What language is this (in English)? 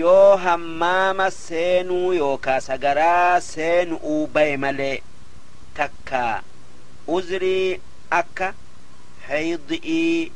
Oromo